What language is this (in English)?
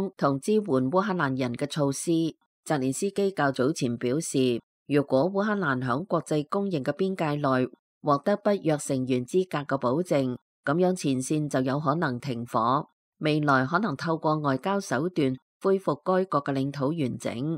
Cantonese